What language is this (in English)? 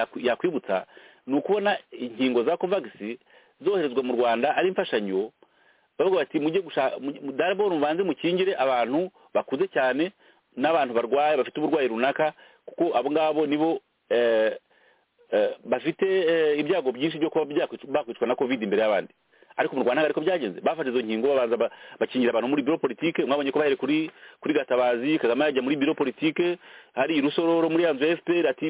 Kinyarwanda